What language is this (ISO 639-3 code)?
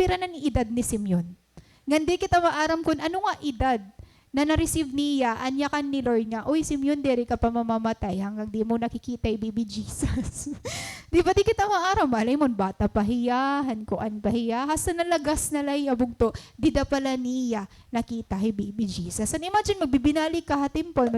war